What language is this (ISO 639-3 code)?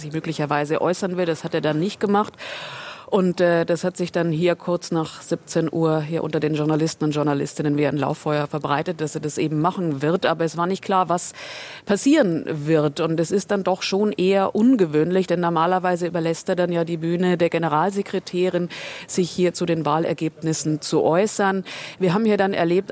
deu